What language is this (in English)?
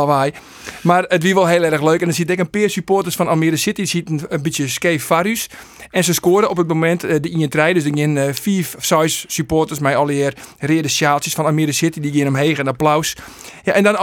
Western Frisian